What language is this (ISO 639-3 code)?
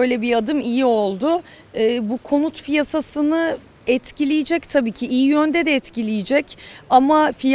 tur